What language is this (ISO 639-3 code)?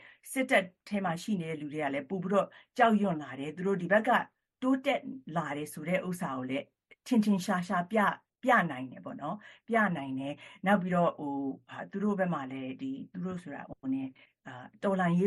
mya